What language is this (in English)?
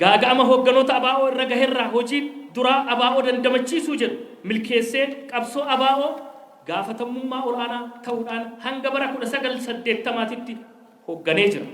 Oromo